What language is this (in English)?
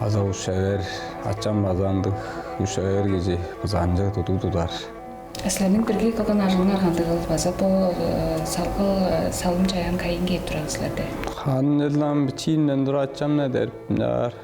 Tuvinian